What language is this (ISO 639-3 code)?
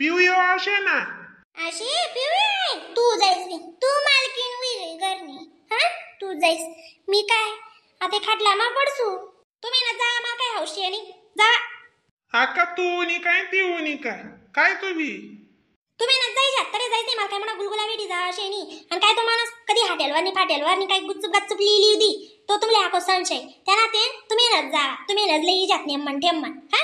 khn